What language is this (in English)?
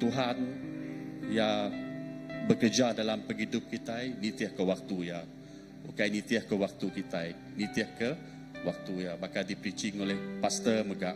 Iban